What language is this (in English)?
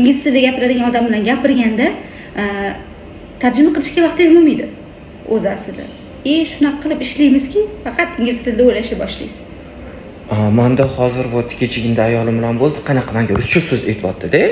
Uzbek